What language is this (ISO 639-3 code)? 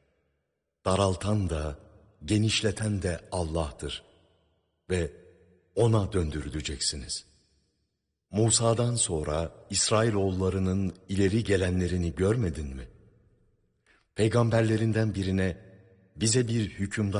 tur